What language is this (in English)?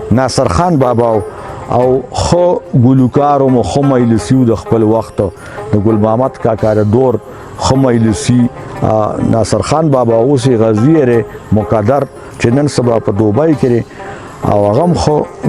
Pashto